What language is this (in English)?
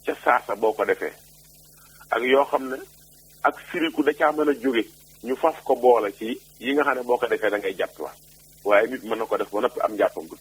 Wolof